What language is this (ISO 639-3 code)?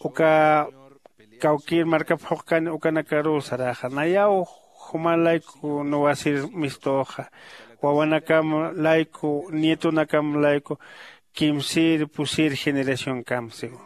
aym